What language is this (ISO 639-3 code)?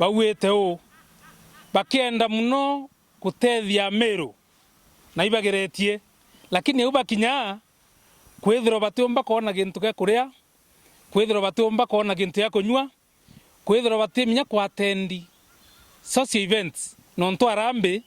mer